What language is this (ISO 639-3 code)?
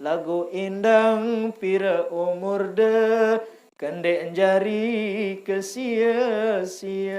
sas